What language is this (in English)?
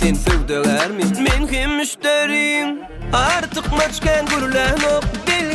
Turkmen